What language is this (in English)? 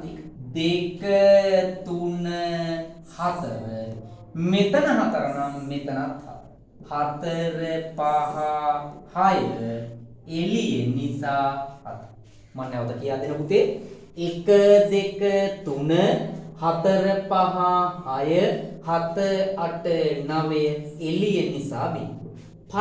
Sinhala